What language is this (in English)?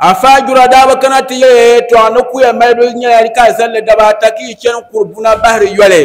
Dagbani